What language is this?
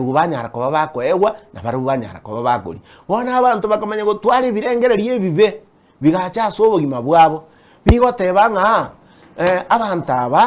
Gusii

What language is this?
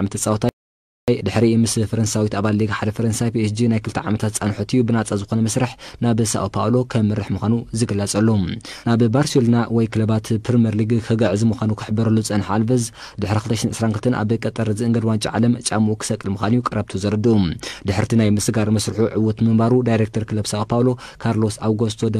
Tigrinya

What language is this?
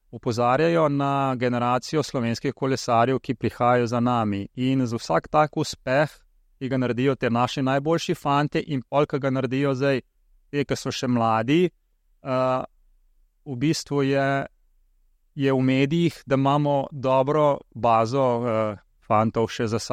Slovenian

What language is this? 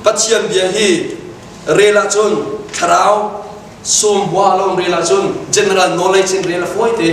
Hakha Chin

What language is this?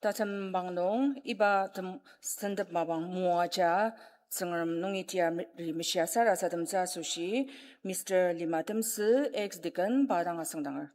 Ao Naga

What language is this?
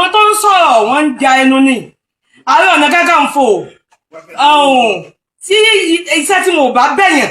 Yoruba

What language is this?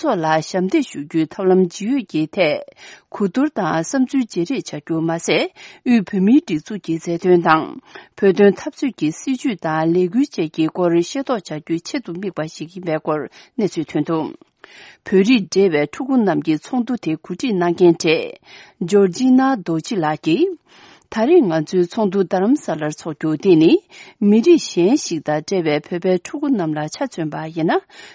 Tibetan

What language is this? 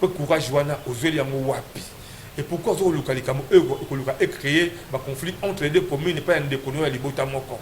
Lingala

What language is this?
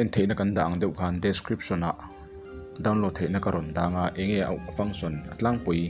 Mizo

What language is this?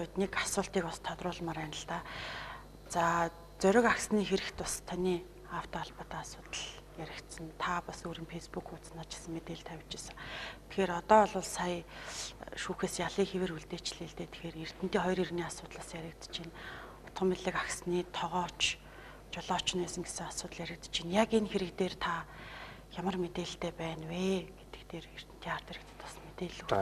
Mongolian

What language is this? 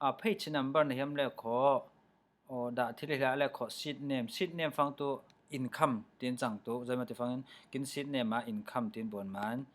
Falam Chin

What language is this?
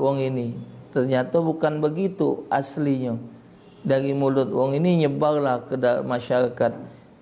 Musi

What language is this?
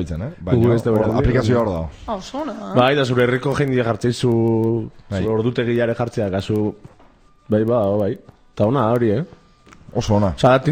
Basque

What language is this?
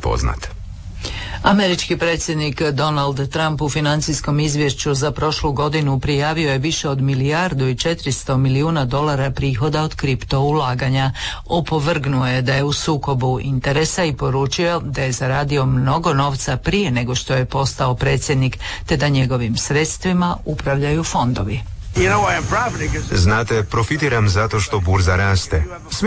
Croatian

